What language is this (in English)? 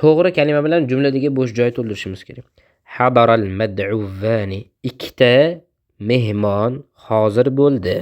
Uzbek